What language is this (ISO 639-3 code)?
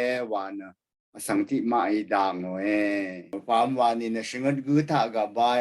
raw